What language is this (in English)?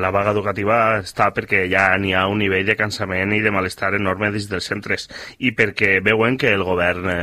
Catalan